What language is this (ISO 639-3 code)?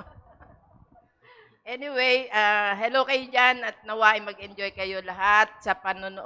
fil